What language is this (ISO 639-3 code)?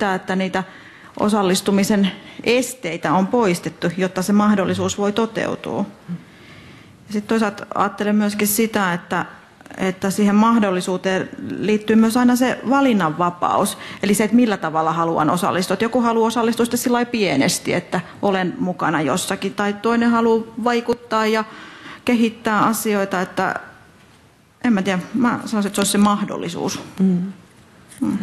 fin